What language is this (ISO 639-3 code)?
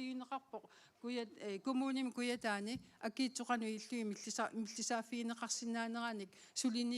kal